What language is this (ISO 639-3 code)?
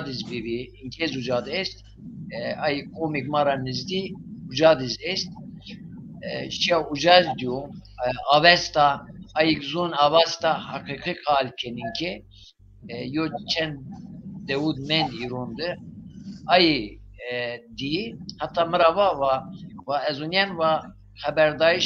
zza